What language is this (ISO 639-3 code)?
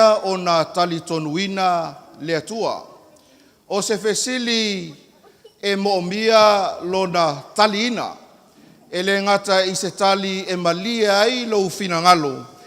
smo